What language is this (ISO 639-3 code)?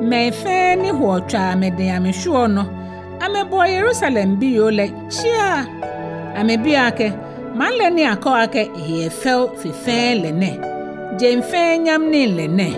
gaa